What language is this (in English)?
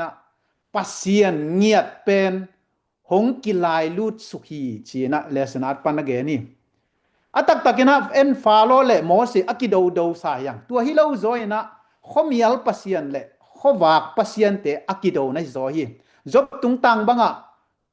Tedim Chin